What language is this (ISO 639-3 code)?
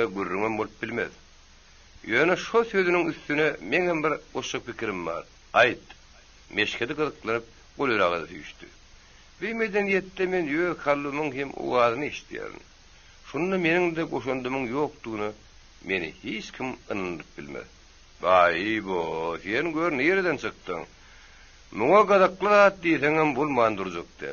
tuk